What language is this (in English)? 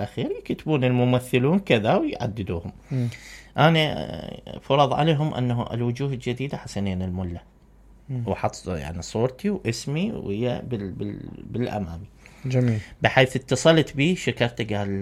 Mesopotamian Arabic